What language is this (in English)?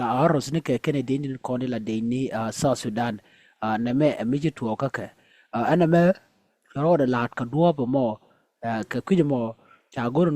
Nuer